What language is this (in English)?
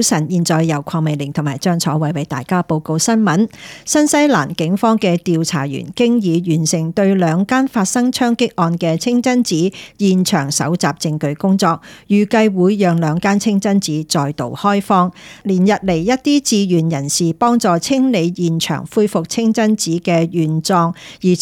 Cantonese